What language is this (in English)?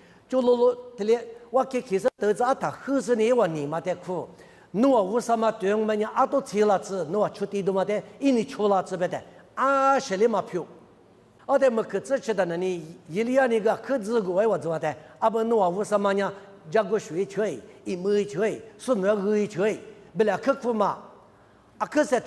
Lisu